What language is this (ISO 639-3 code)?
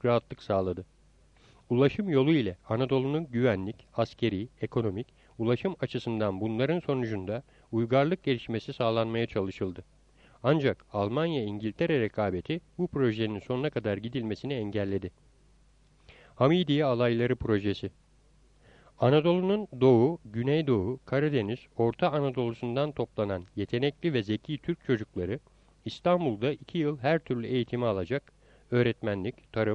tur